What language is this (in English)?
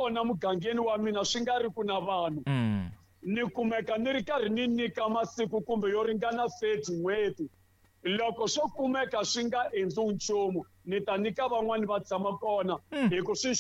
Tsonga